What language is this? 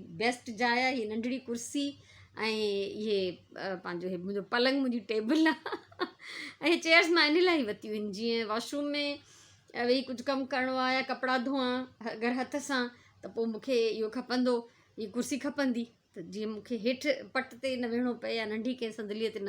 Sindhi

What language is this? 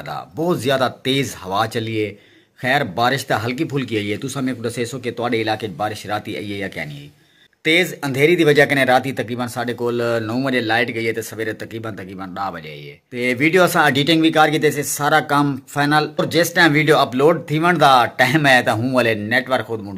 Saraiki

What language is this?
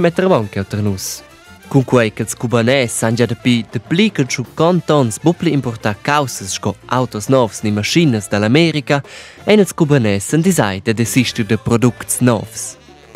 Romansh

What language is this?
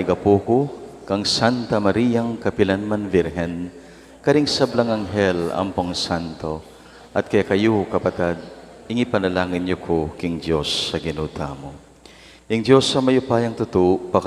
Pampanga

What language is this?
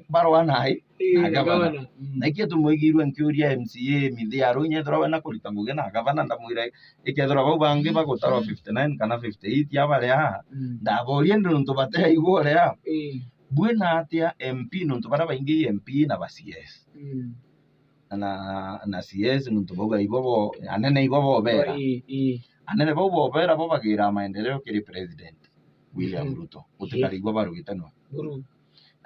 Meru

